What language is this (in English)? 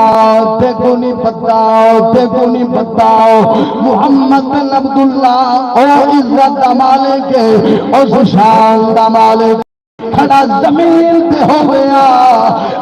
Saraiki